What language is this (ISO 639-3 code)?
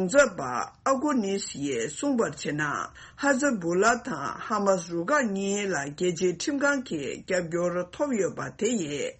bod